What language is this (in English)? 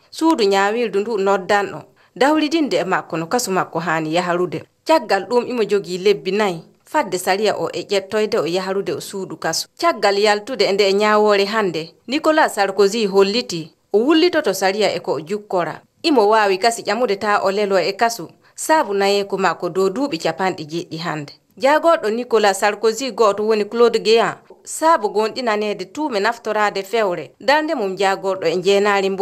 Fula